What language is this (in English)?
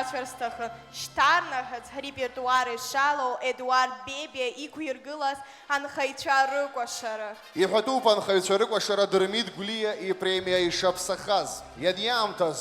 Abkhazian